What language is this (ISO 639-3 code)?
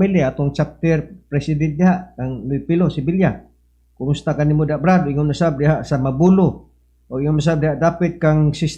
ceb